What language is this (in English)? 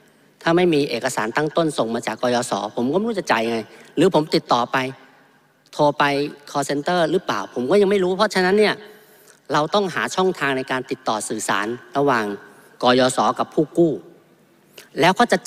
Thai